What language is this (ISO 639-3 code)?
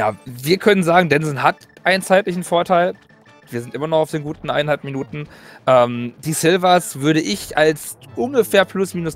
deu